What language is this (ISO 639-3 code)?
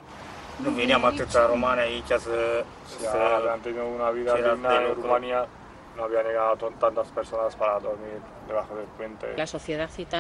eus